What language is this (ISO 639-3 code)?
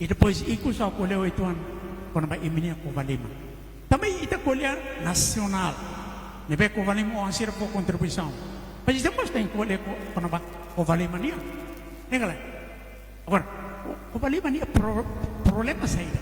tet